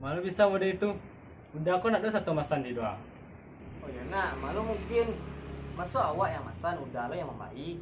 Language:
Minangkabau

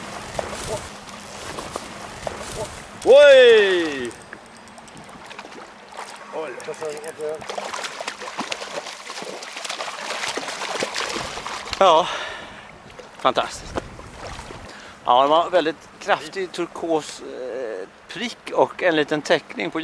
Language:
Swedish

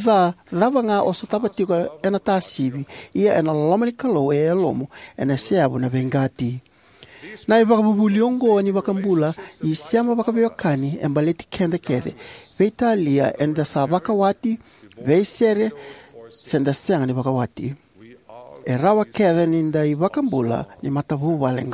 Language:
Fijian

